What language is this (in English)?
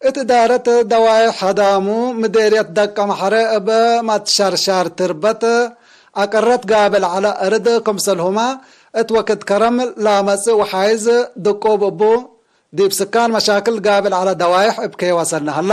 Tigre